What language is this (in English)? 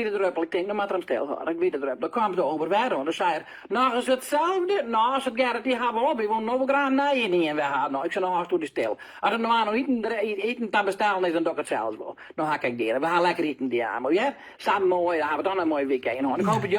Western Frisian